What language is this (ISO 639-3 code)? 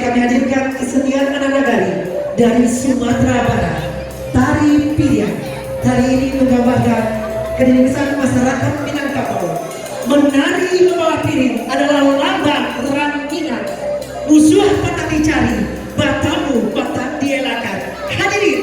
min